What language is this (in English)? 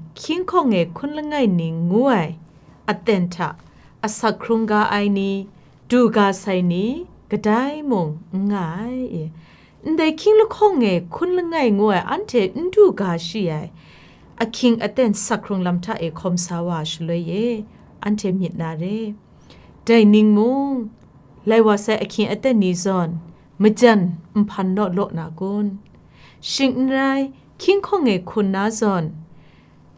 Kachin